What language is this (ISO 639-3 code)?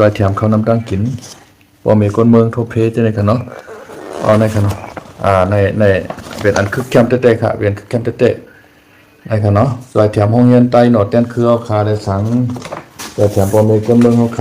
shn